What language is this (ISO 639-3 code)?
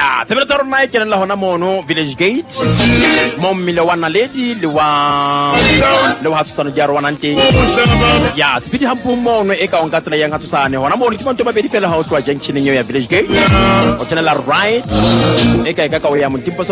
sot